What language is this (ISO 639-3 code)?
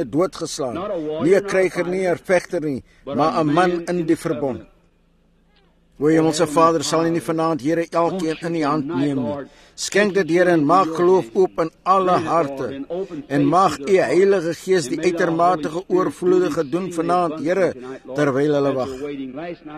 afr